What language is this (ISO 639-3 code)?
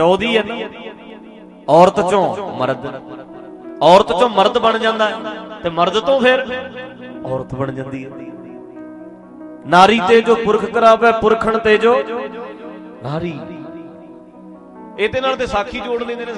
pan